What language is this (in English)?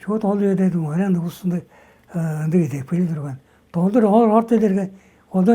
Tuvinian